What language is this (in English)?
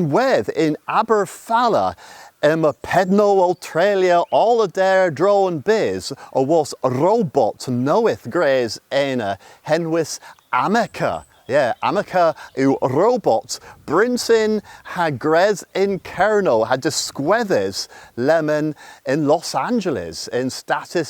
Cornish